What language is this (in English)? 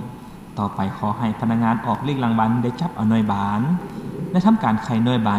Lao